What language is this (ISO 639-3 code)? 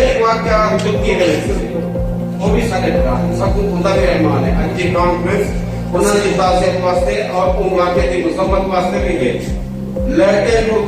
skr